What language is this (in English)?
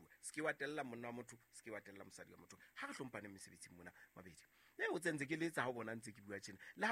Southern Sotho